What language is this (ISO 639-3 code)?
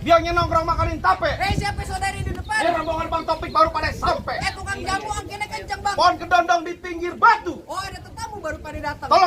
bew